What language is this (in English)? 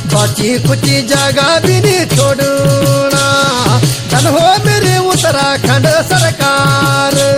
Marathi